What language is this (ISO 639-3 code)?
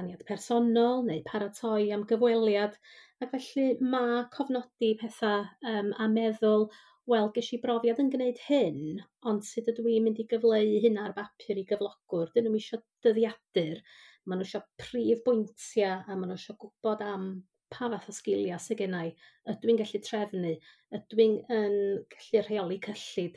cym